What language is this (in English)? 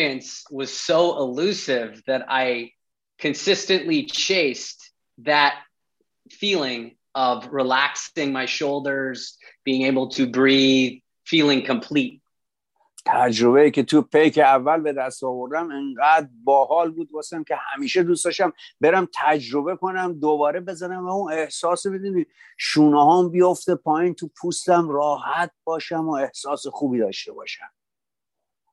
Persian